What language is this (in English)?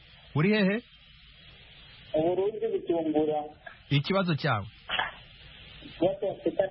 Kinyarwanda